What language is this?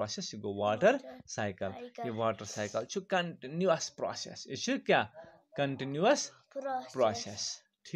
Kashmiri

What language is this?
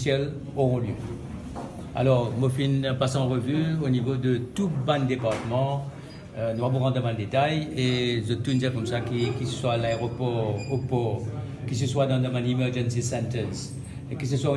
Morisyen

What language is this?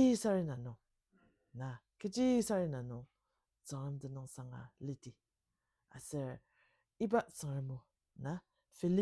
Ao Naga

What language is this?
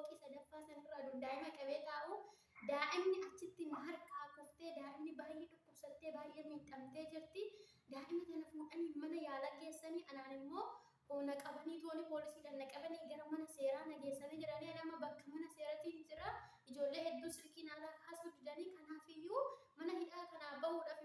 Oromo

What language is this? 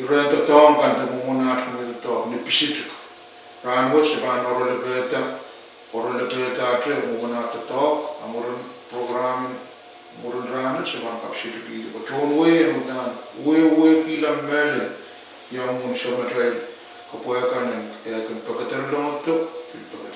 Pohnpeian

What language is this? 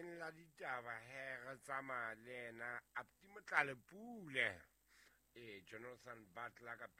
Southern Sotho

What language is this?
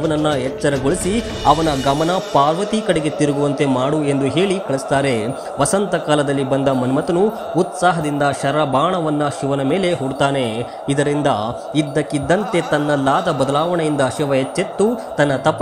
Kannada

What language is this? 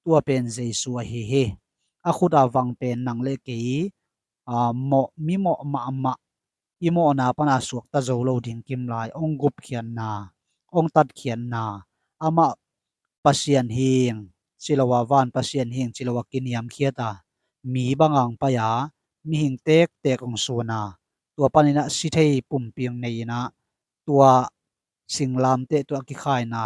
Tedim Chin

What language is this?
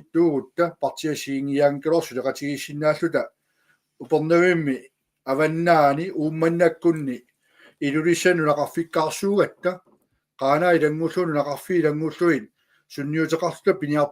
Kalaallisut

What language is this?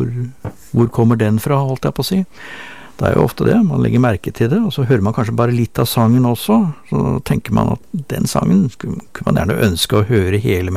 Norwegian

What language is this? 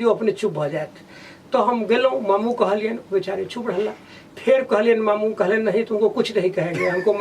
Maithili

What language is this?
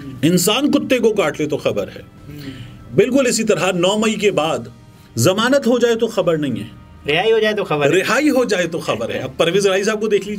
Urdu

